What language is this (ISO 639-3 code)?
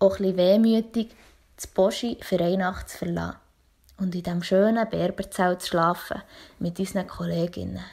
gsw